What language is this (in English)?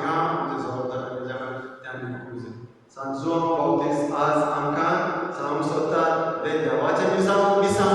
Konkani